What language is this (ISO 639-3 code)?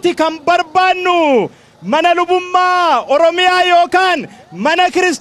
orm